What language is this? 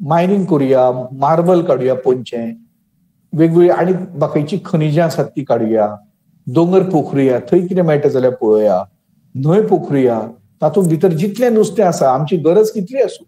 Konkani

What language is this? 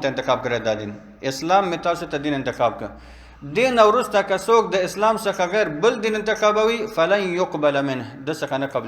Pashto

